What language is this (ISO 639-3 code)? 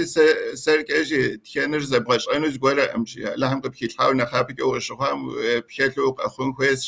kbd